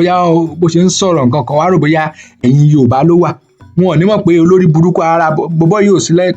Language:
Yoruba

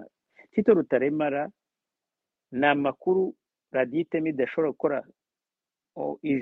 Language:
Kinyarwanda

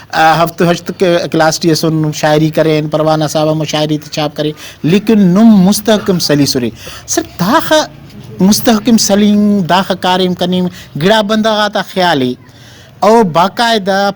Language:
Brahui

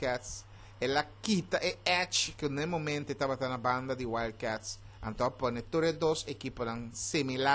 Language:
Papiamento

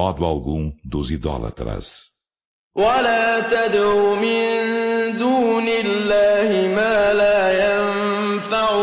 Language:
Portuguese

